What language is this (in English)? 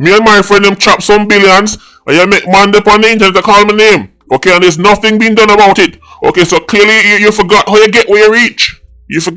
Jamaican Creole English